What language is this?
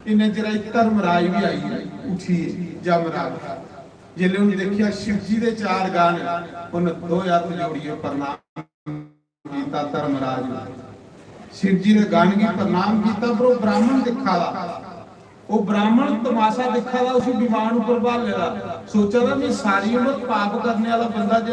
Dogri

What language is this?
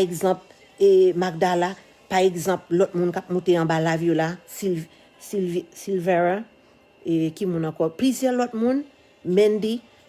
Haitian Creole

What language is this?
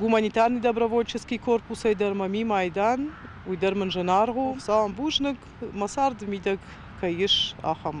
Ossetic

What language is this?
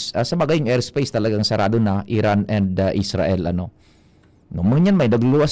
Bikol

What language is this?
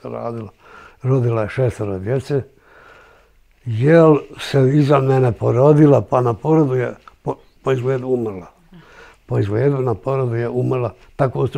Bosnian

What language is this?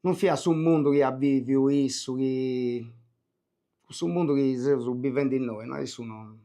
Sardinian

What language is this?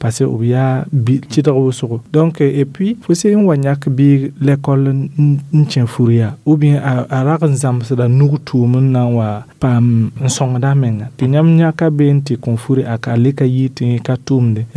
Mossi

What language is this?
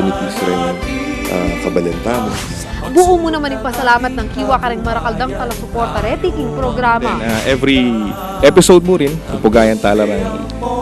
Pampanga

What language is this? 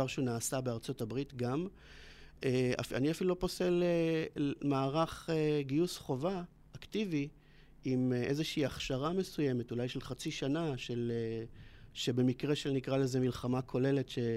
Hebrew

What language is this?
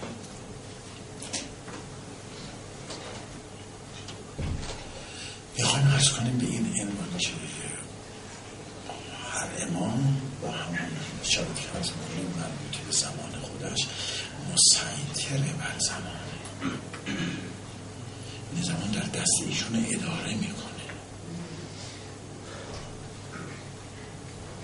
Persian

